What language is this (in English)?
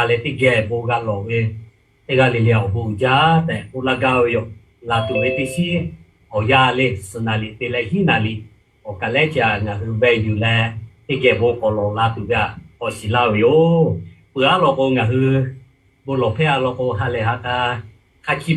Lahu